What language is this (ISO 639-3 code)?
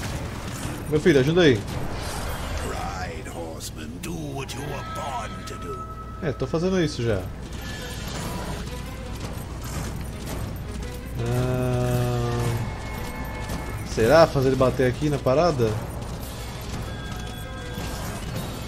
por